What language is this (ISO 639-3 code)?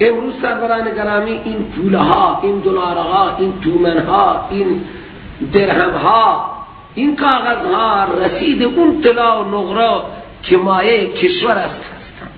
fas